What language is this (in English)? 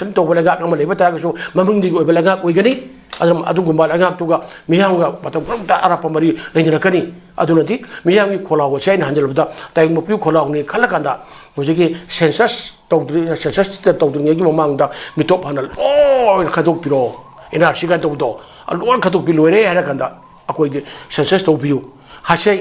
Manipuri